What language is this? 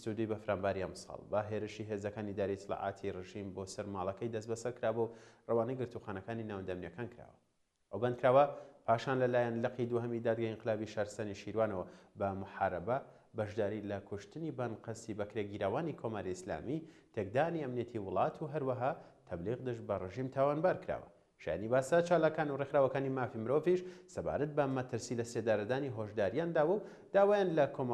Central Kurdish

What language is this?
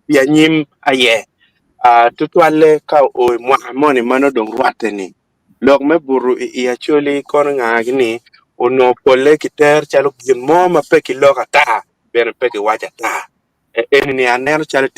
Acoli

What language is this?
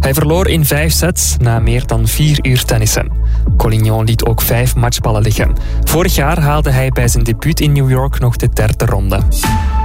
Dutch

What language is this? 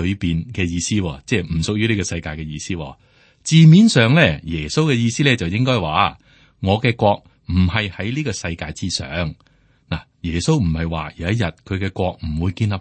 Cantonese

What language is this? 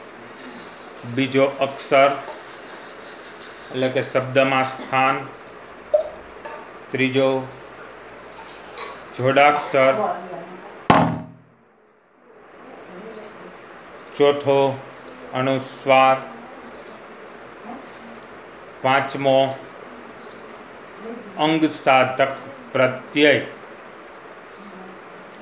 Gujarati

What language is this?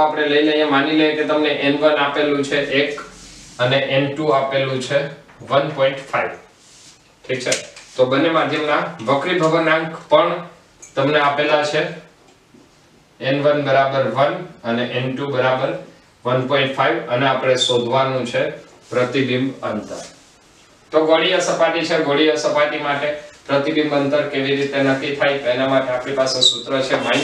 Gujarati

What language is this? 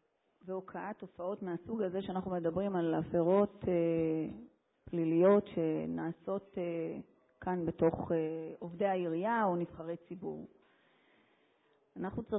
Hebrew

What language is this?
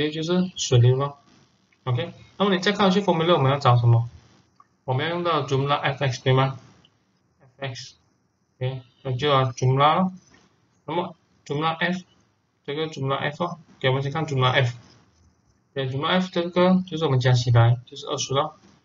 Chinese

